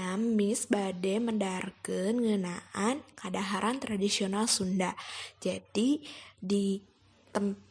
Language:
Sundanese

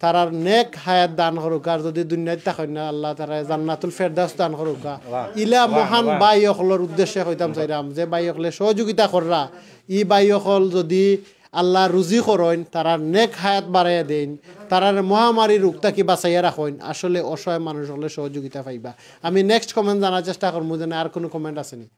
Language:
Sylheti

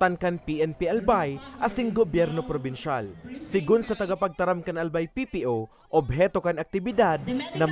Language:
Bikol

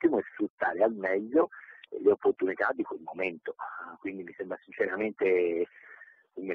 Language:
Italian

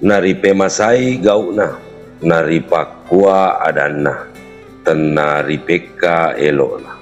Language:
Buginese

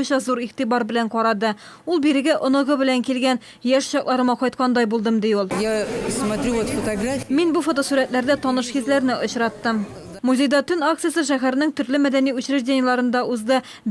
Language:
Tatar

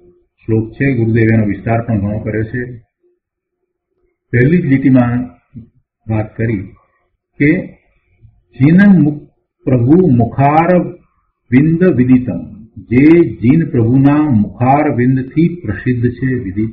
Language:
Gujarati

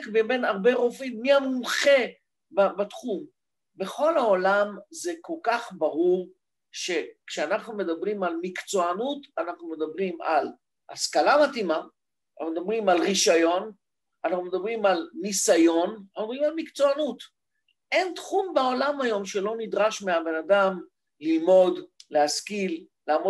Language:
Hebrew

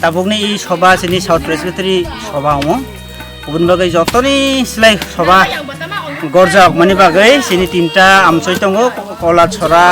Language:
Kok Borok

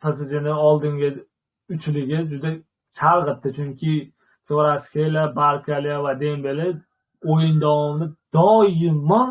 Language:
Uzbek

